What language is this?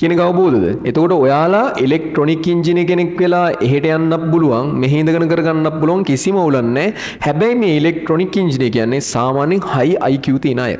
Sinhala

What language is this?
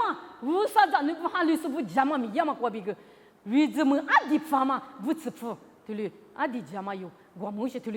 Lisu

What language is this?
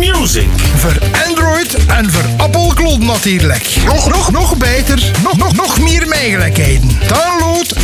Dutch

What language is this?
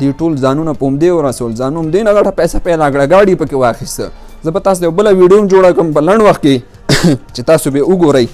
Pashto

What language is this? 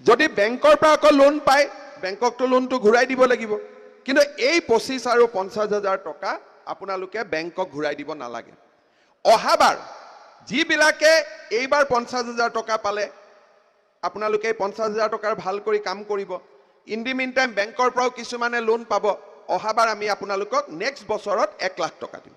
Assamese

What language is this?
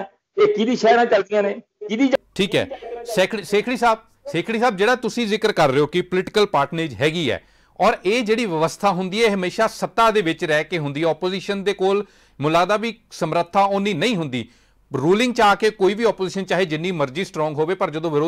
Punjabi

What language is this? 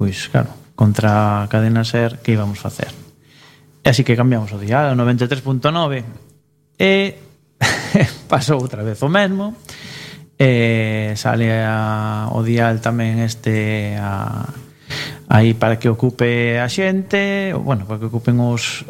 Galician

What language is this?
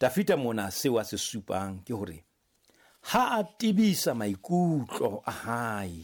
Southern Sotho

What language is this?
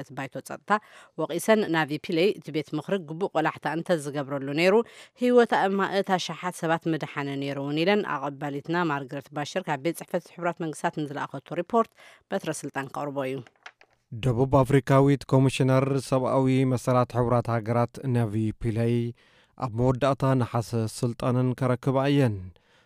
Tigrinya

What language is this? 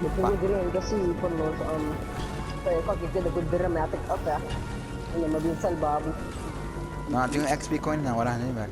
Papiamento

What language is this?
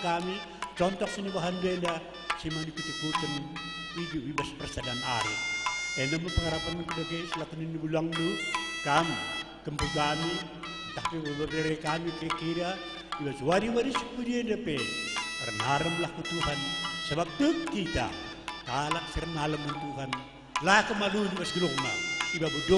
Batak Karo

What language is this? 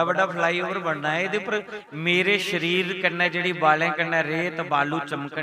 Dogri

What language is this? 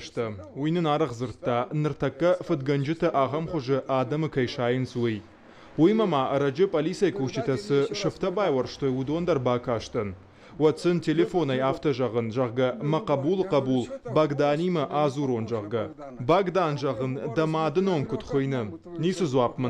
Ossetic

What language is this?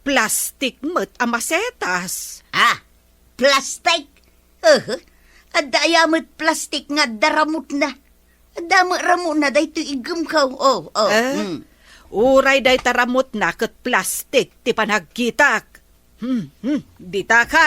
Iloko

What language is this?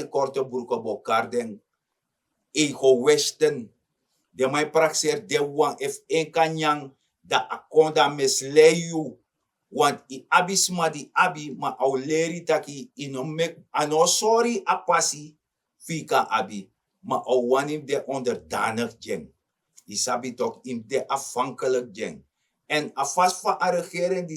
Sranan Tongo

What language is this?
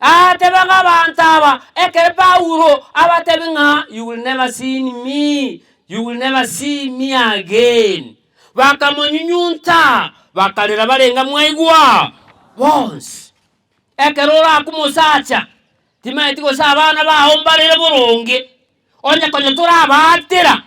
Gusii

